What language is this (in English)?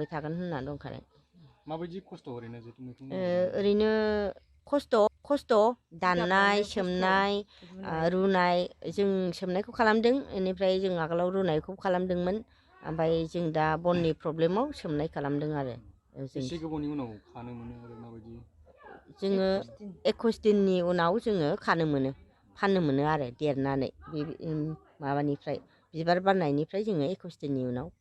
Bodo